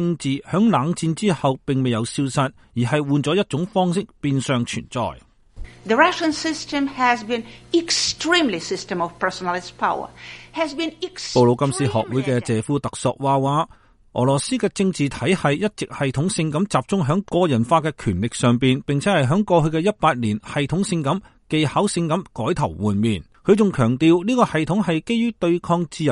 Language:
Cantonese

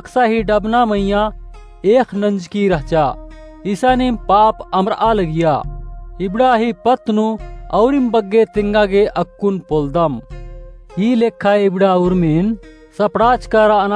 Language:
Kurukh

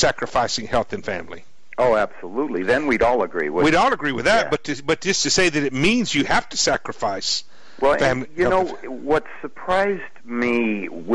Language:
English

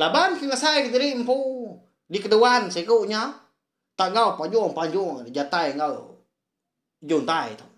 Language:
Iban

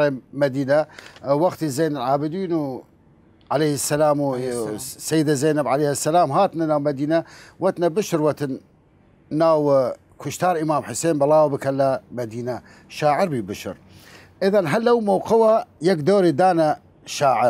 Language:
Southern Kurdish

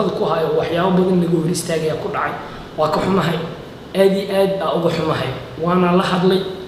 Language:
Somali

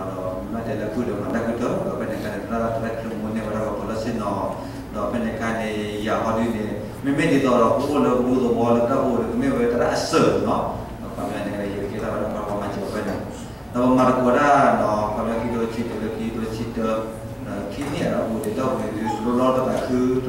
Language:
S'gaw Karen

